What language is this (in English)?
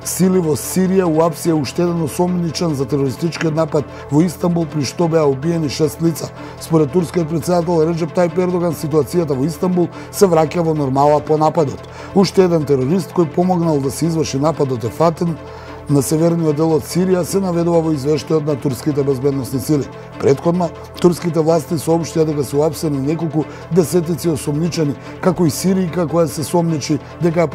Macedonian